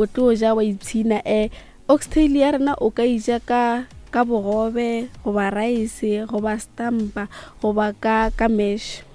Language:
Northern Sotho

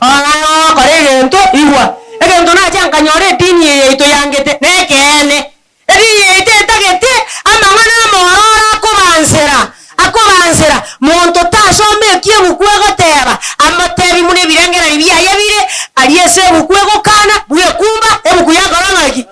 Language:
Gusii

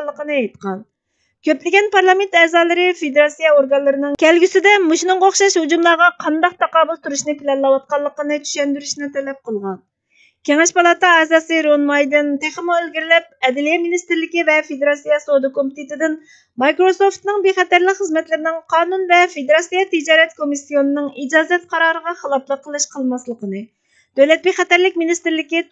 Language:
Uyghur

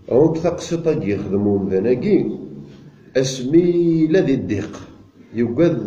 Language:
Kabyle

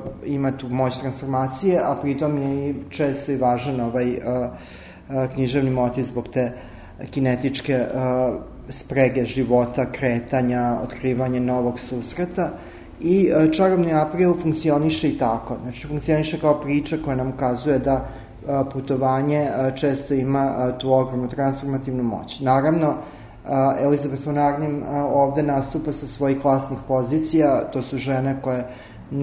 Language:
Serbian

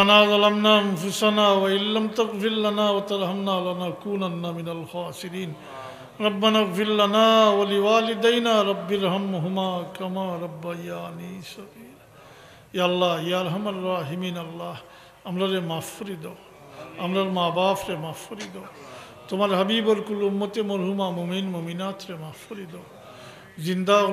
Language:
Sylheti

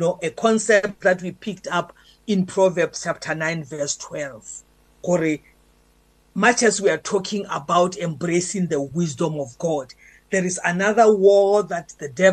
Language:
English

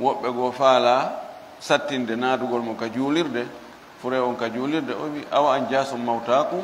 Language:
Fula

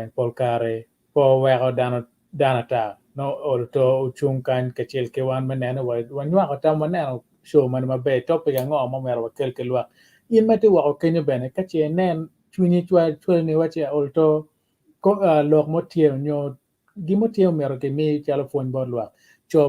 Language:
Acoli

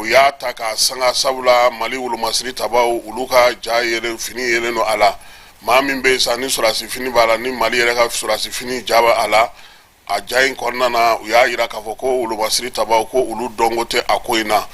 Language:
Bambara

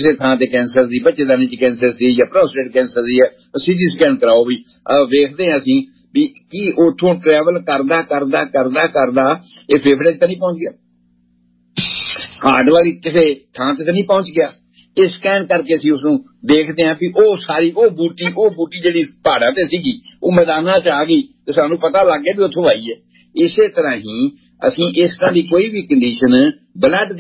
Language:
Punjabi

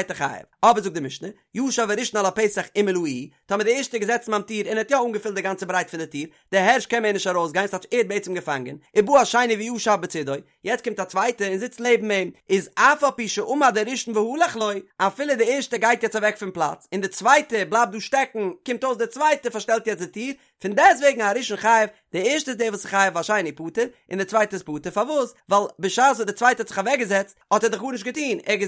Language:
Yiddish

